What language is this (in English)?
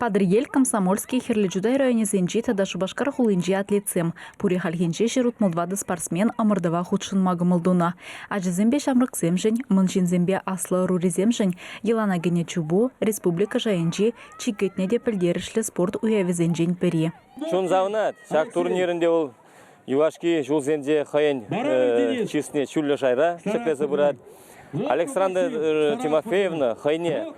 Chuvash